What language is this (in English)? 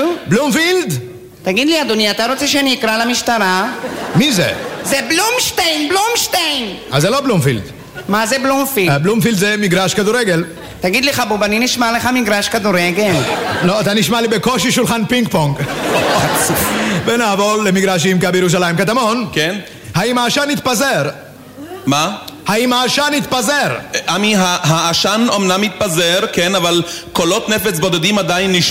Hebrew